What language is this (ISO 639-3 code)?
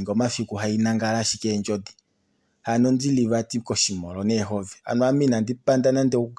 kua